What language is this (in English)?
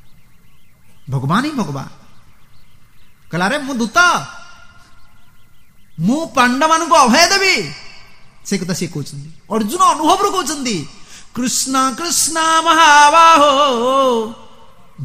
Odia